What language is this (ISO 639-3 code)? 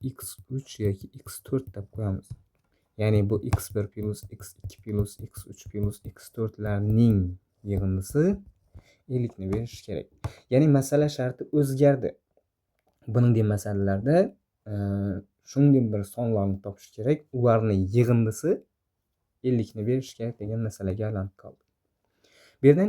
uzb